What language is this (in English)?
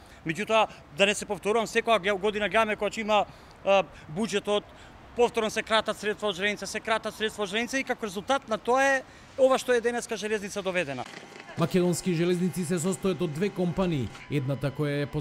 Macedonian